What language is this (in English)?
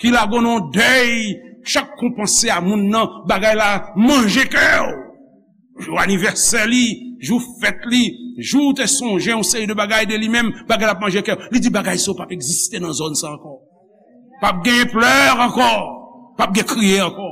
Haitian Creole